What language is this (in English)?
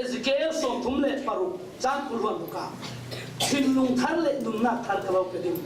Falam Chin